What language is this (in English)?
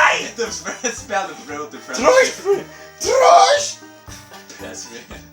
Faroese